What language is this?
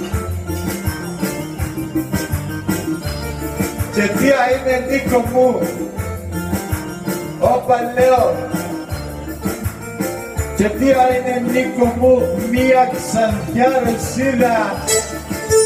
Greek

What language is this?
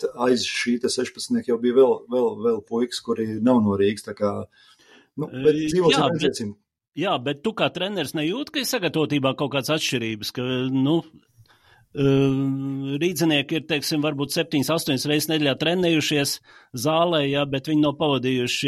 Latvian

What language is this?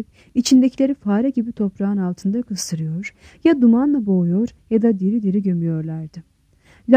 Turkish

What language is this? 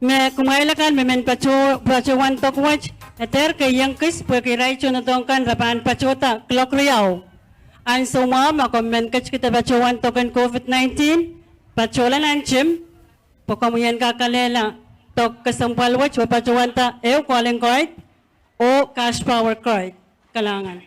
Pohnpeian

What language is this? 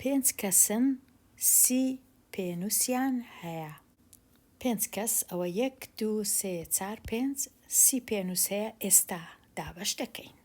Central Kurdish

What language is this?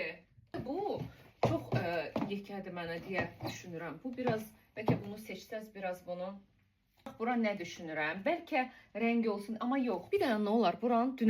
Azerbaijani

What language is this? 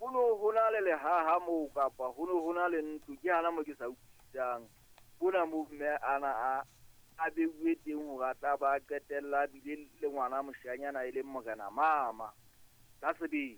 Southern Sotho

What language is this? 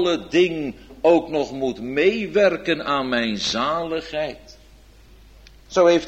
Dutch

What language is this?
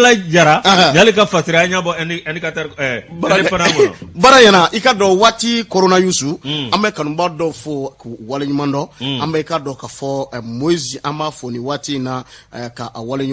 Bambara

